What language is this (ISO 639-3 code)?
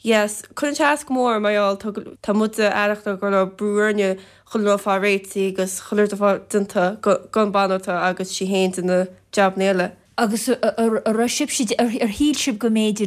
gle